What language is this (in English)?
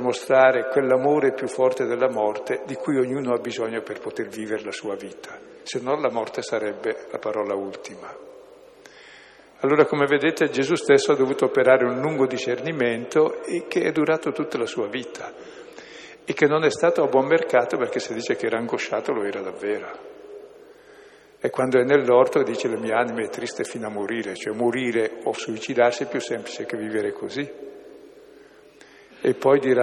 Italian